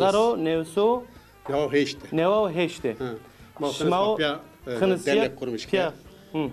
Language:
Zaza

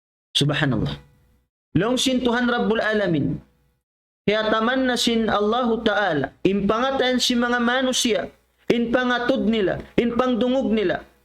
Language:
Tausug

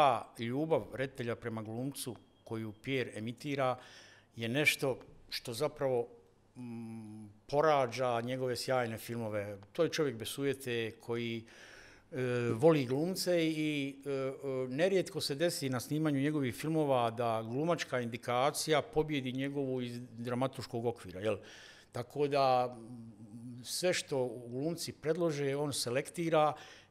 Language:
Bosnian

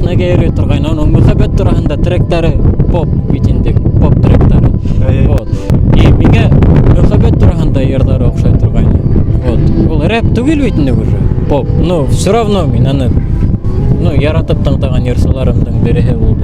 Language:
Bashkir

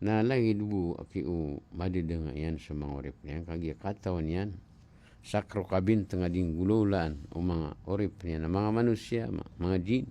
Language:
Maranao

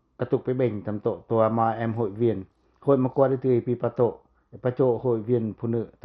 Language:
Pacoh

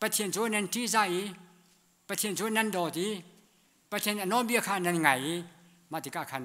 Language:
Hakha Chin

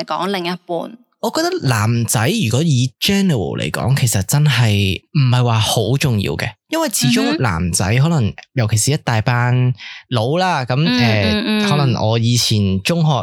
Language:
Cantonese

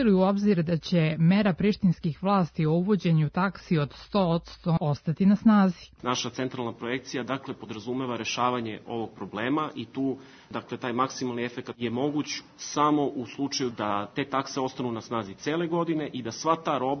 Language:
Serbian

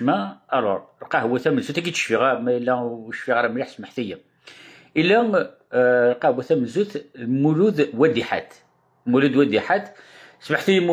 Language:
Kabyle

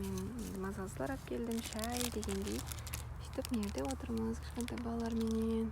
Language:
Kara-Kalpak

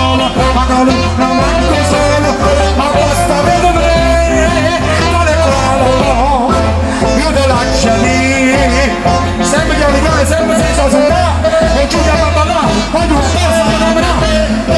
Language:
Italian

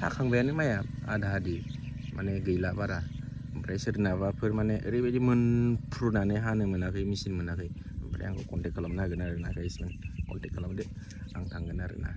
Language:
Bodo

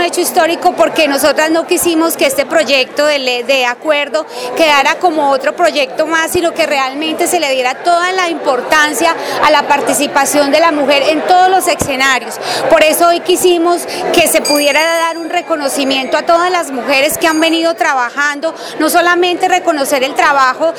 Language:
Spanish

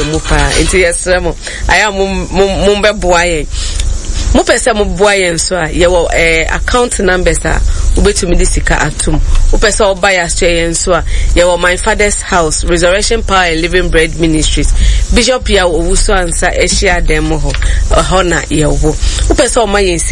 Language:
Akan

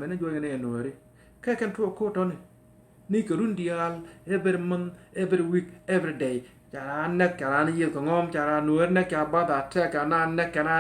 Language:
Nuer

